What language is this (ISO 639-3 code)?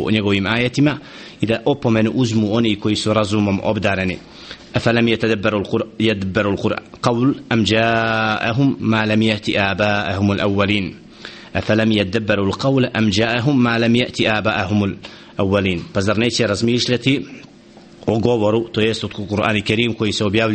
bos